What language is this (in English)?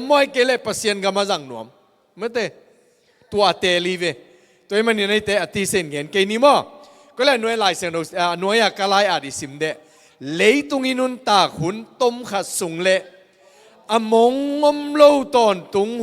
Tedim Chin